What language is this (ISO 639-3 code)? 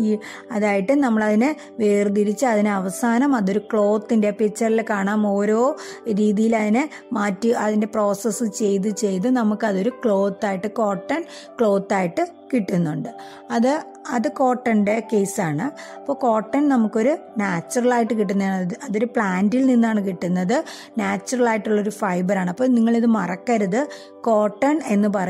mal